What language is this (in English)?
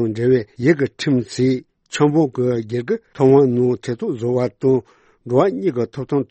Tibetan